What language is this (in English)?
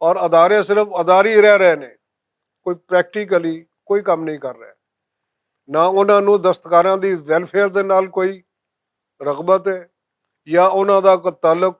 Western Panjabi